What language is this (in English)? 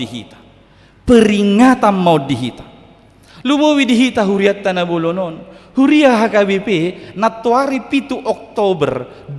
Batak Toba